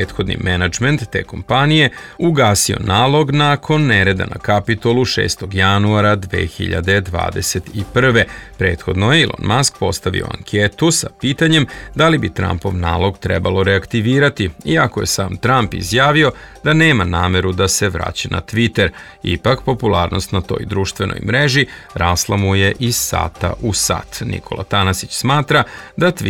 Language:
Serbian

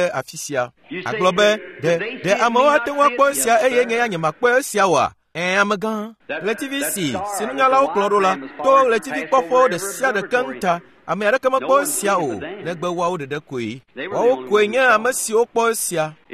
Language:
Ewe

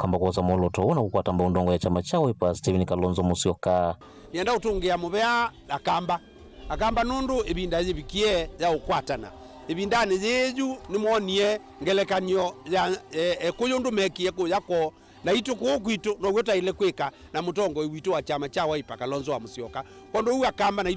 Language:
Kamba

